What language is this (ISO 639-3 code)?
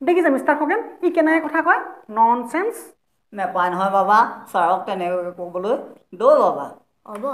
asm